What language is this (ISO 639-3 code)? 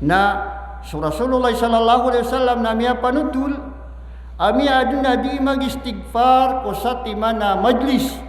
mrw